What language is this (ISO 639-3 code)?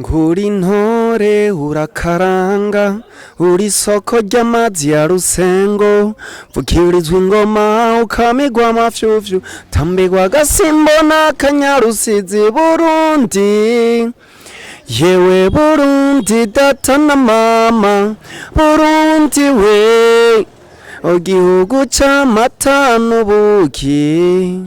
run